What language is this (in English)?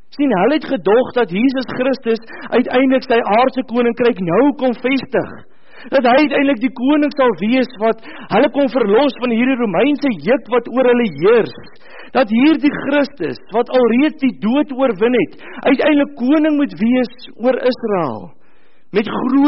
Afrikaans